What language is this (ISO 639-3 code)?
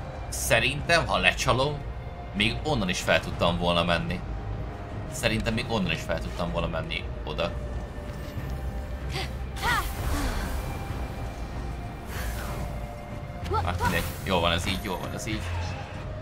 hun